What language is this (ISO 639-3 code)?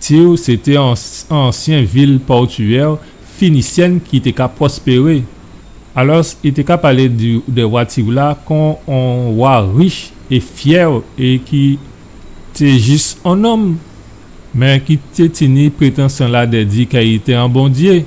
gcf